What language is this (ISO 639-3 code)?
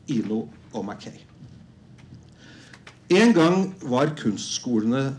nor